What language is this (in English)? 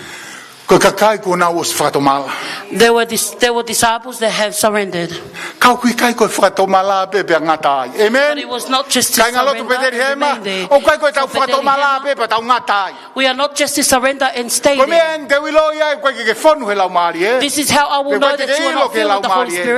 Tongan